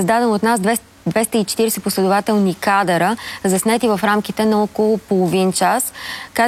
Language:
Bulgarian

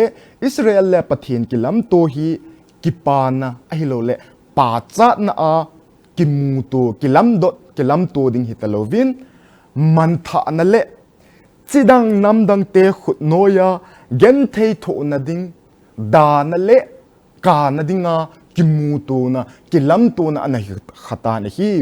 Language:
Thado Chin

